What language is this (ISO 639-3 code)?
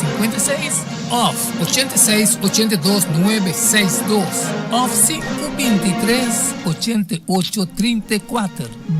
pap